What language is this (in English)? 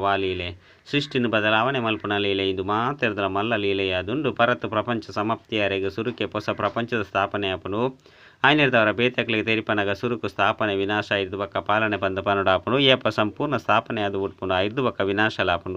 Tulu